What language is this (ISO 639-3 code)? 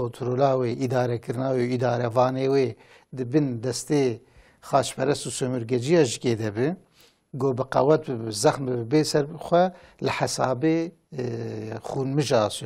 kur